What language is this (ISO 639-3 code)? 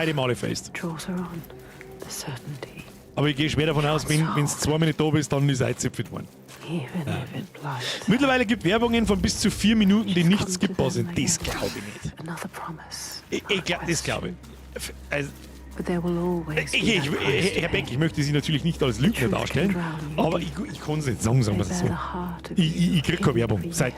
bar